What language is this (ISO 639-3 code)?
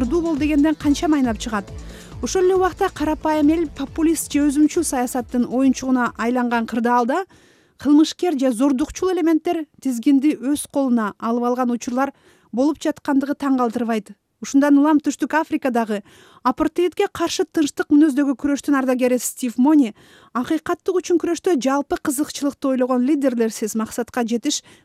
kir